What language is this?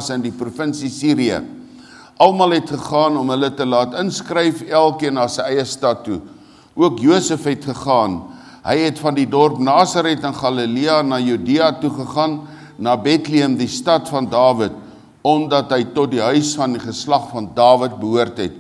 Afrikaans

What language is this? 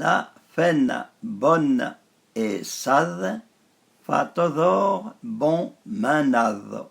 Arpitan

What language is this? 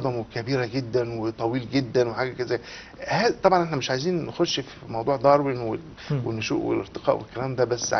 Egyptian Arabic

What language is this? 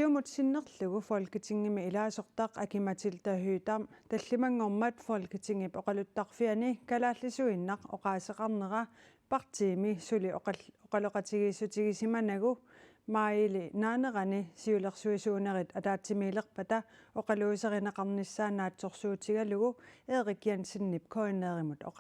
Kalaallisut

